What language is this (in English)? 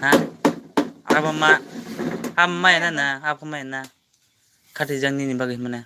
Kok Borok